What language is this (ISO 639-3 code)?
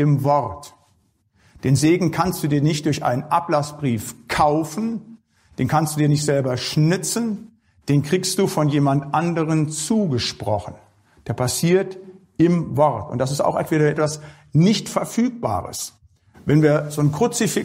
deu